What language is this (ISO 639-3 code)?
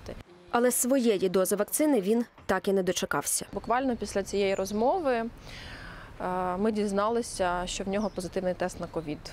ukr